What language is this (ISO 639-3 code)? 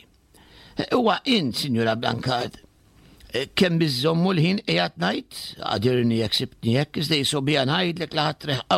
mlt